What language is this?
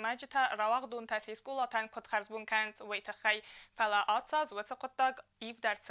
Ossetic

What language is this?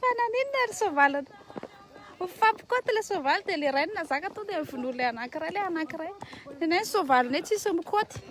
Malagasy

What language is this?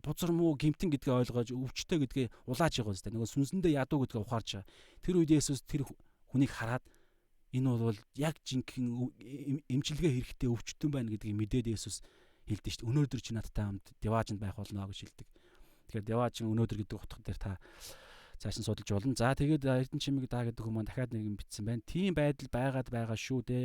Mongolian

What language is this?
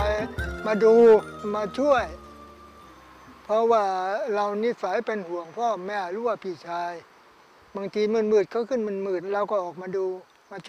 Thai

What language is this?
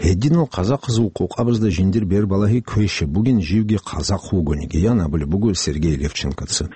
Avaric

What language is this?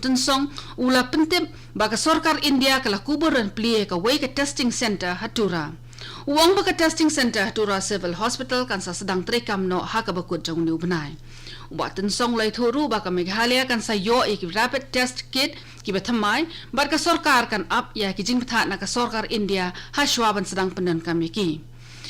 Khasi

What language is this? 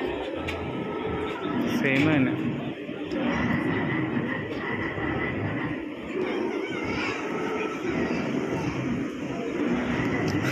Malayalam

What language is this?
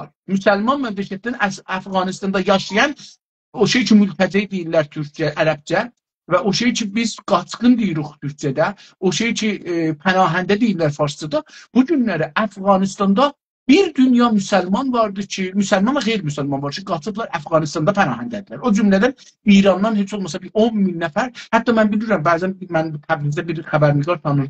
South Azerbaijani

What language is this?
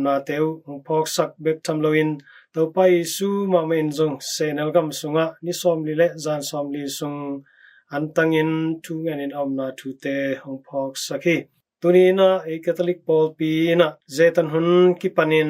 Tedim Chin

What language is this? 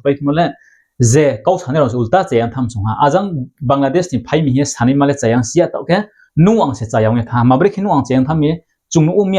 Riang (India)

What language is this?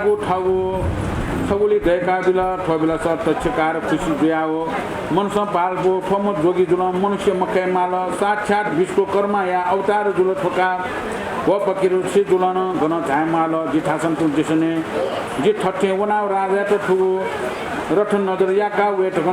Newari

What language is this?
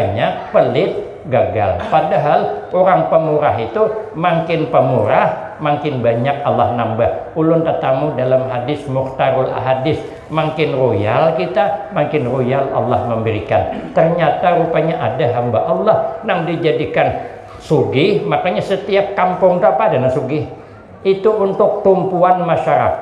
Banjar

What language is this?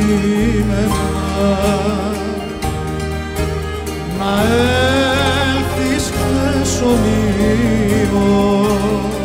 Greek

